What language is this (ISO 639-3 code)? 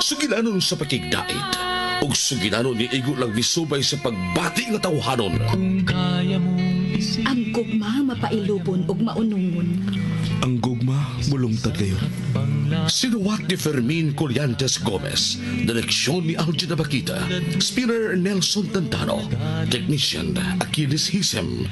ceb